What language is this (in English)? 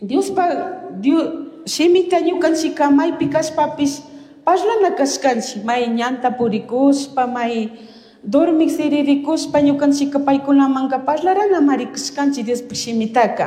Chimborazo Highland Quichua